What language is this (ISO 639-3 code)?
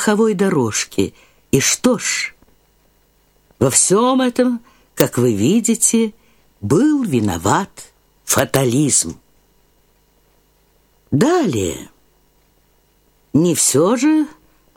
rus